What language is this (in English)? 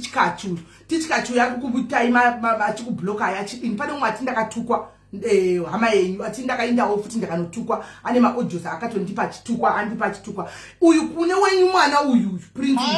Shona